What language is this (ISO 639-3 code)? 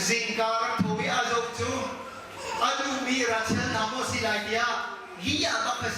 cnh